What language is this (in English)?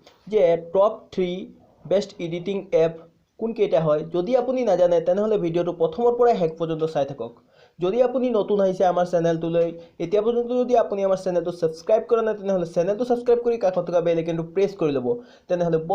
Assamese